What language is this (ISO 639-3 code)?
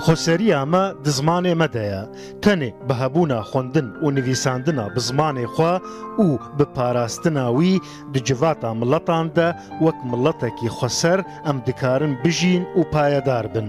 kur